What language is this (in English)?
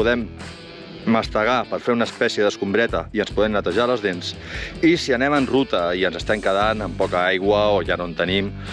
Catalan